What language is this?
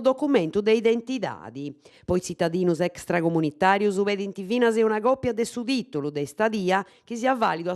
Sardinian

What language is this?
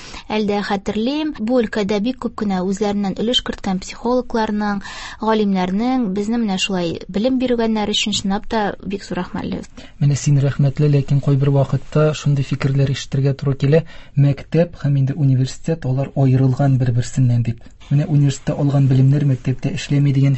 Tatar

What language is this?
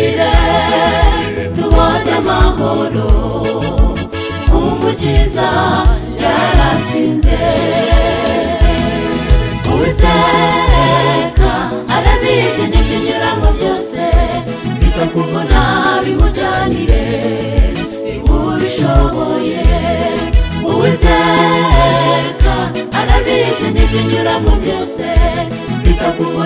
Kinyarwanda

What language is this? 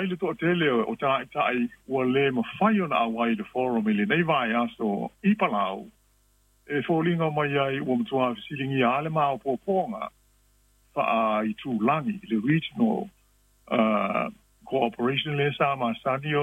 Samoan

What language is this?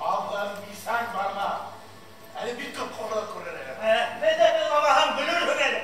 Bashkir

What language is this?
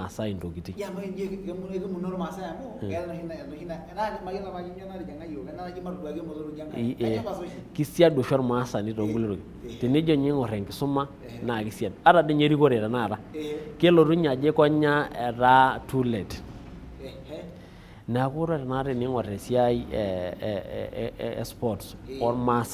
Masai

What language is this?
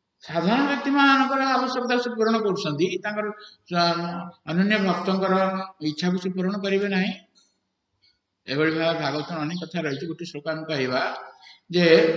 Odia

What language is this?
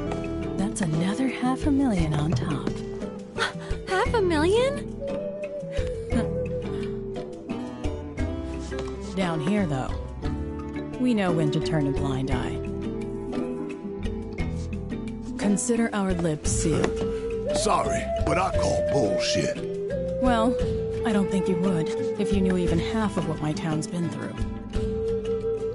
English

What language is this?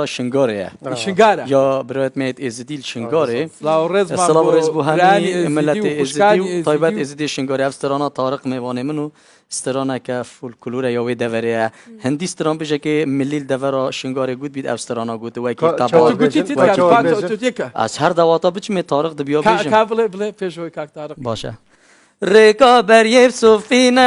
Kurdish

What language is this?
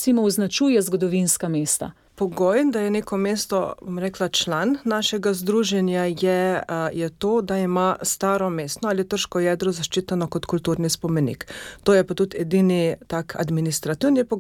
Slovenian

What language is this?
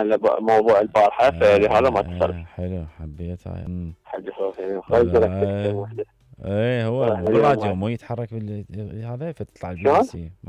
Mesopotamian Arabic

